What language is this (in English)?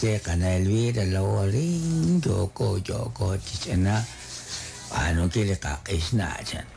Kekchí